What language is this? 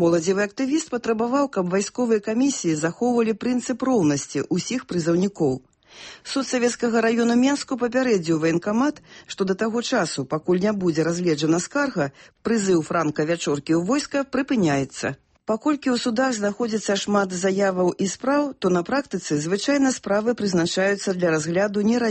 Belarusian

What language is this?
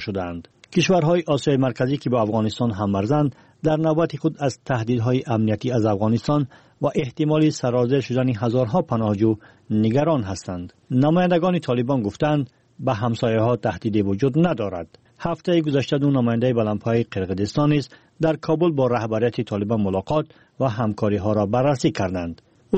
Tajik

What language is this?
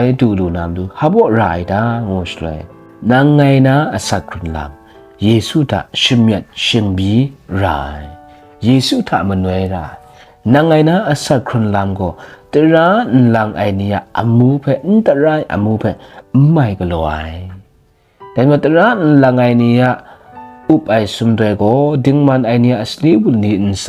Kachin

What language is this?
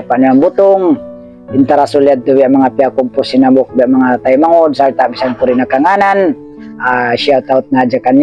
Tausug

